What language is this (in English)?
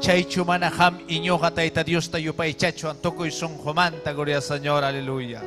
Ayacucho Quechua